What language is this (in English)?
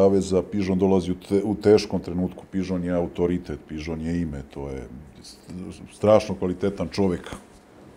Serbian